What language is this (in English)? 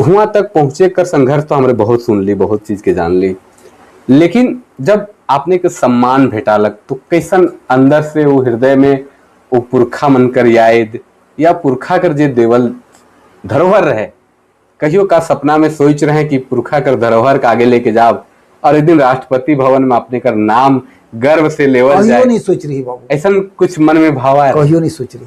Sadri